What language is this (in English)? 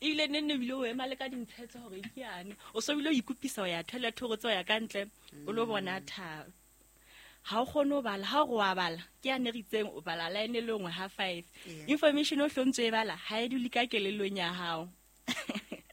Southern Sotho